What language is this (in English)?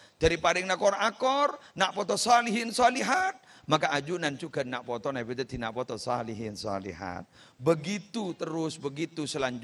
Madurese